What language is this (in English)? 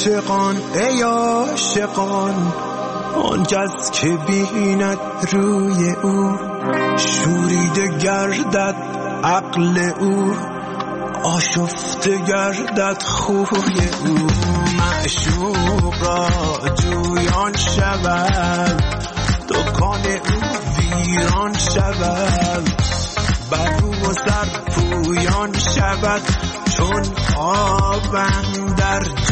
Persian